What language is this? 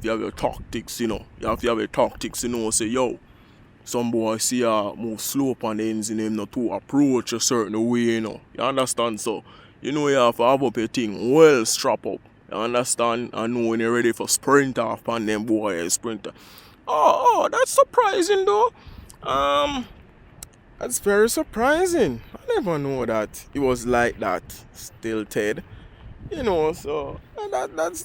Jamaican Creole English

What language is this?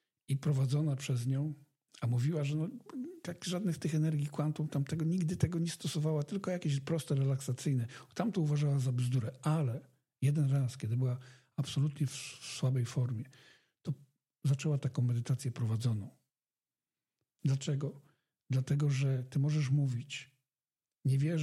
Polish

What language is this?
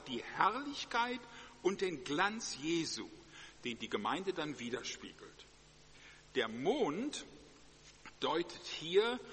German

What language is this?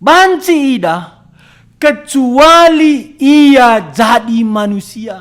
Batak Karo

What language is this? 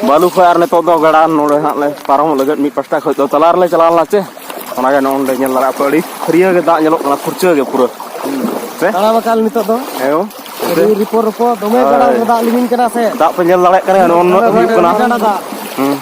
Santali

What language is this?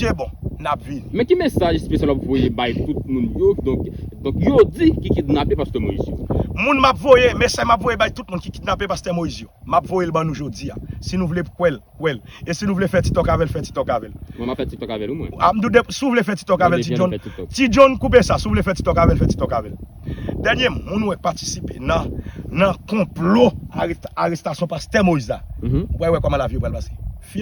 Haitian Creole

